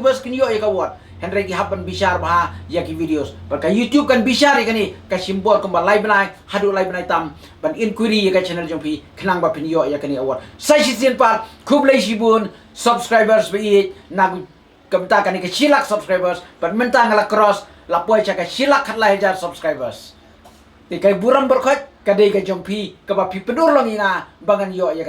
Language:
Khasi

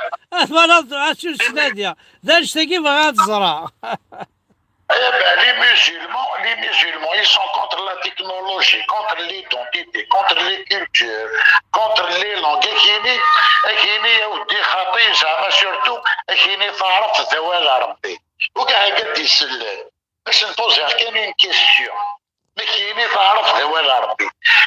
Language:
Kabyle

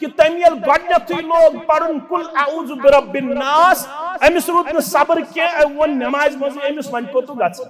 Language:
Kashmiri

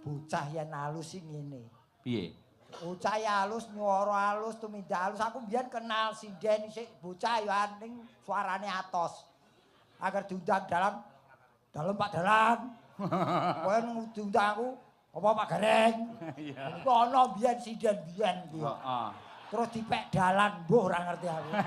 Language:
Javanese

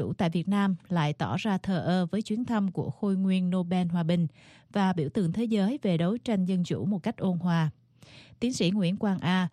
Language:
Vietnamese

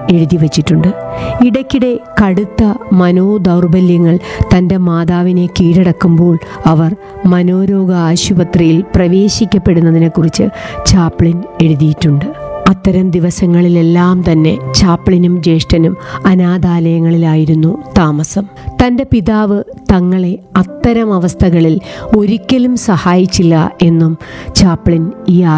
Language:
Malayalam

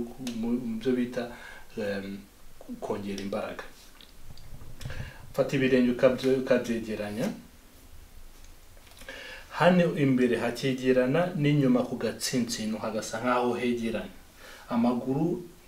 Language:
Kinyarwanda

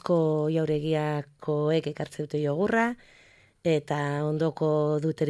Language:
Basque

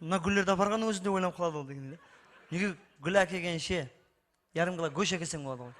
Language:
Kara-Kalpak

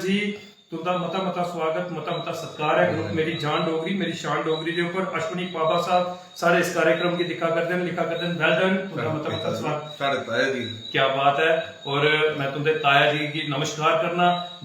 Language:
Dogri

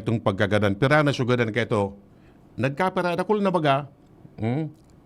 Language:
Bikol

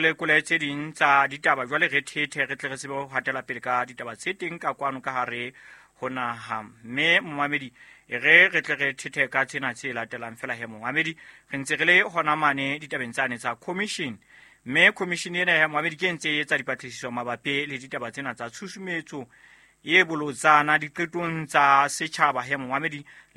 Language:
Southern Sotho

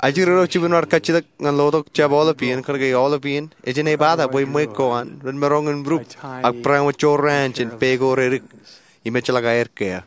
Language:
Marshallese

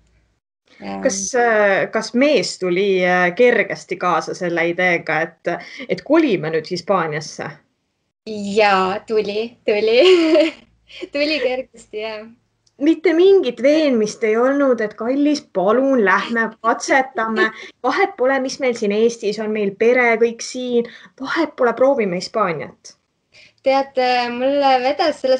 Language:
Estonian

